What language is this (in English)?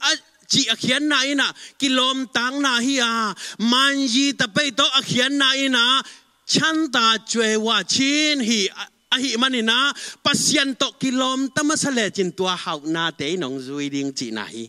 Tedim Chin